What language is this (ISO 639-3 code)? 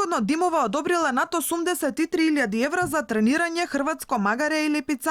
mkd